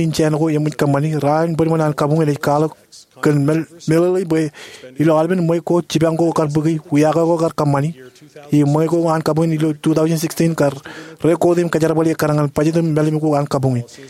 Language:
Marshallese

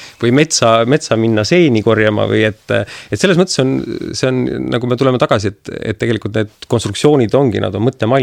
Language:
Estonian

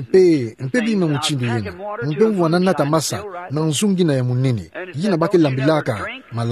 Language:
Kituba (Democratic Republic of Congo)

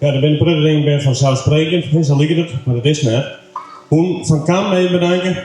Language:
Western Frisian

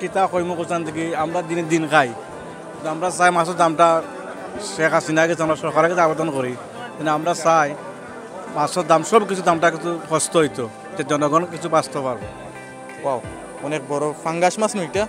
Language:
Sylheti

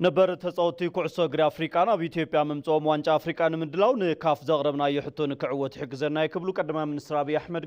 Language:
Tigrinya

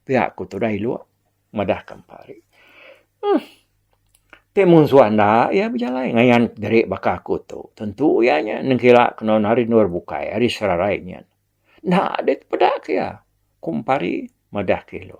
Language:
Iban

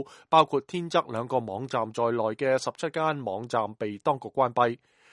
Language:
Cantonese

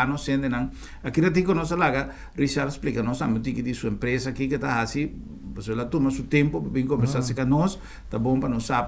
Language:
Papiamento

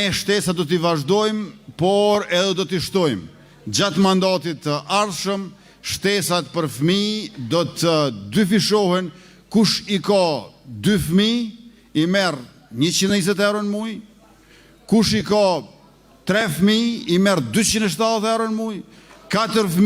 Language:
Albanian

